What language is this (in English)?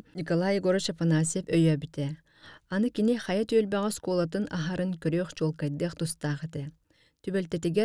Yakut